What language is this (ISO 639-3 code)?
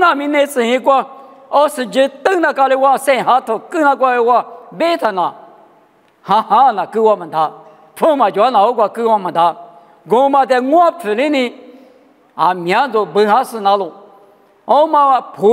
lis